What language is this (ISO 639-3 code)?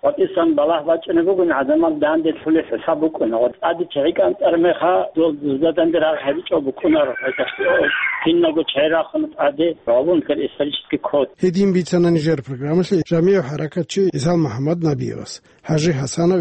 ava